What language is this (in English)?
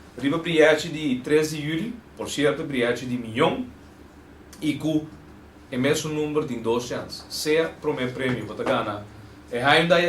Papiamento